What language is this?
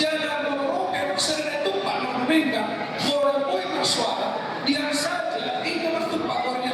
Batak Toba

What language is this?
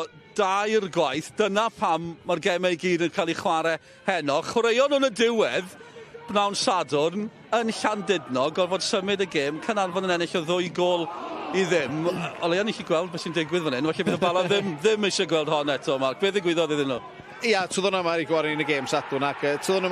Welsh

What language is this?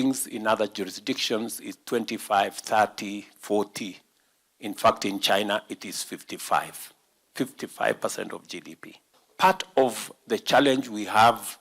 Kamba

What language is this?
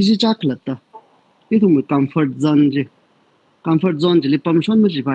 Tangkhul Naga (India)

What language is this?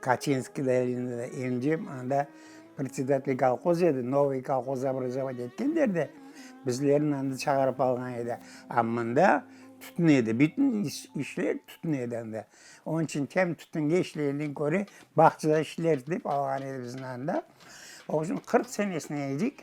Crimean Tatar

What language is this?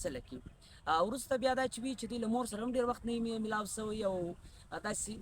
Pashto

